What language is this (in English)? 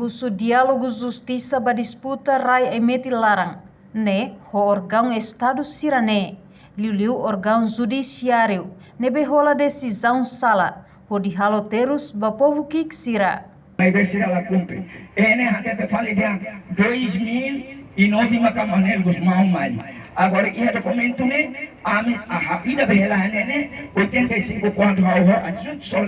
Tetum